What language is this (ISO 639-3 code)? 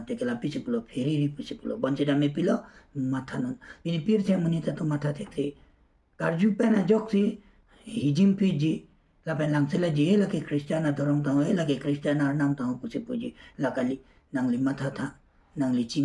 mjw